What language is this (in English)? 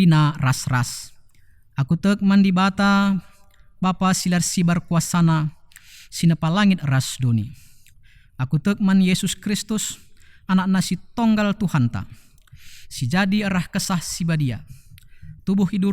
Batak Karo